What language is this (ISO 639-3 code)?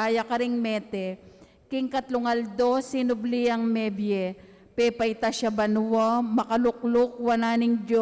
pam